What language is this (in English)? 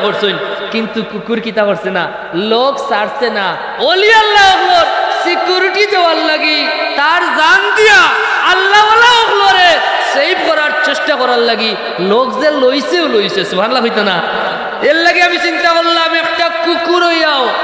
Sylheti